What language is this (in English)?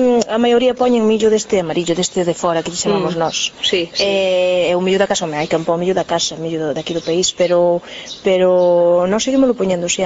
Galician